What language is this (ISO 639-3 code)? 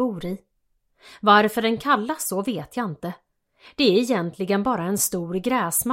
swe